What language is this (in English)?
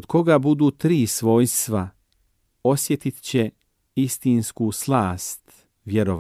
Bosnian